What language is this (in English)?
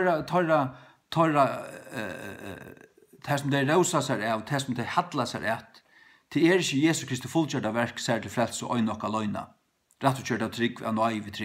Faroese